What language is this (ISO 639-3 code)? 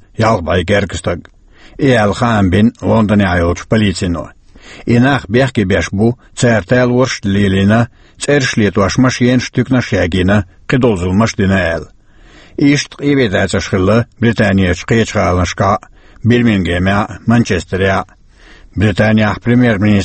che